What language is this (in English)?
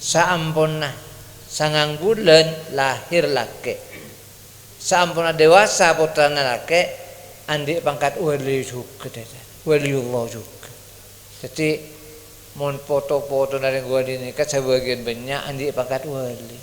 Madurese